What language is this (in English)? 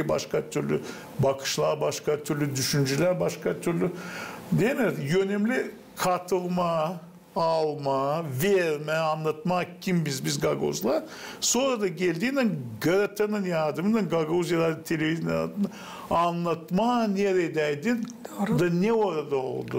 Gagauz